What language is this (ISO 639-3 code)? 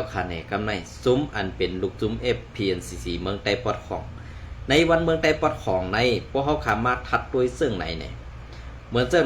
shn